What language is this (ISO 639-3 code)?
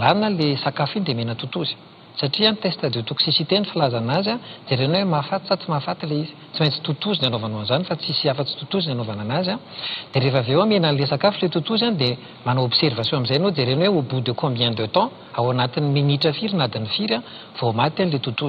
mlg